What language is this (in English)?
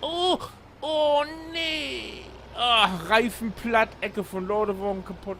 Low German